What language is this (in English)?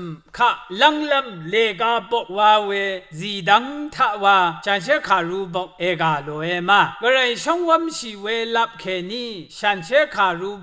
Rawang